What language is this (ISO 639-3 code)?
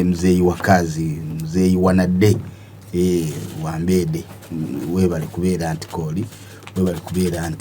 lug